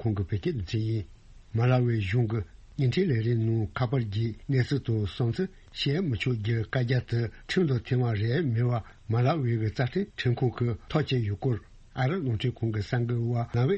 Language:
Tibetan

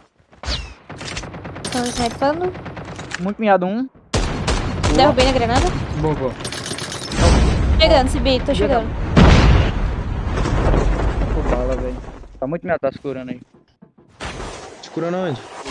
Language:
Portuguese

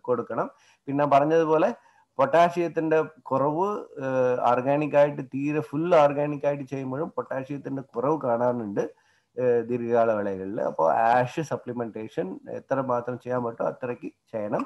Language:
Malayalam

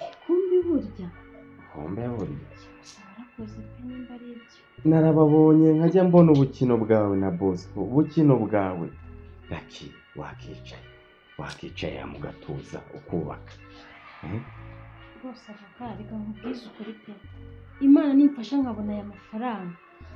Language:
Kinyarwanda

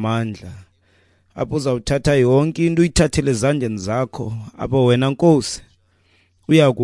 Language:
Xhosa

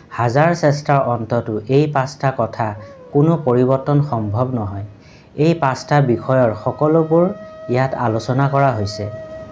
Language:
Assamese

